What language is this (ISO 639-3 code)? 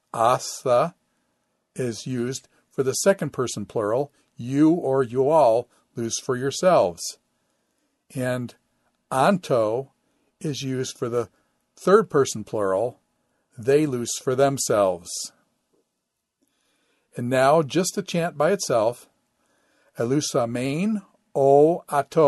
eng